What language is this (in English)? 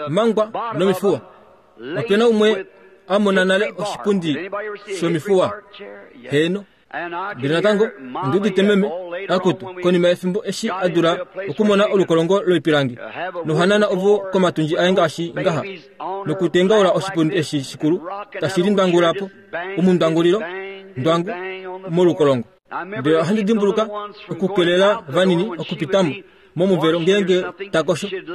Kuanyama